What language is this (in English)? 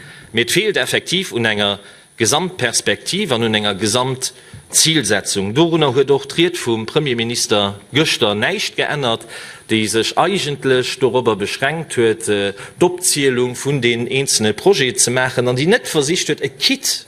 Luxembourgish